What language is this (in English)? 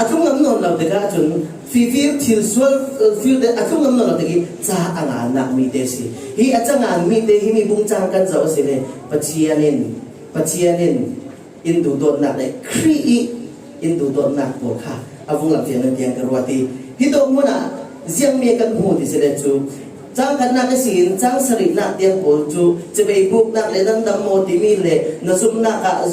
Falam Chin